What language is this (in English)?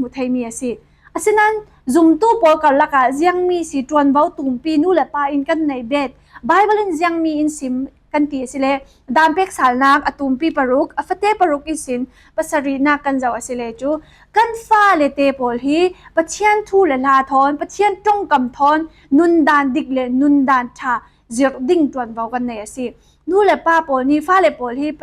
Falam Chin